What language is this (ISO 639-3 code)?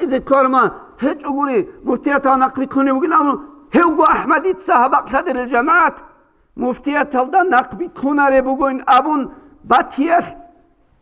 ava